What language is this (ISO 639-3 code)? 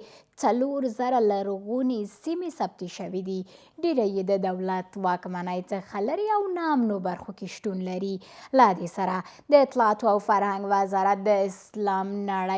pus